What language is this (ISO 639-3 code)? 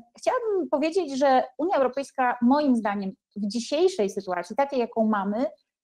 pol